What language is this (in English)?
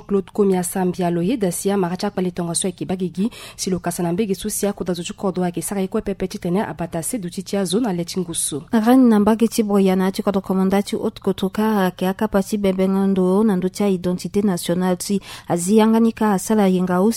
Sango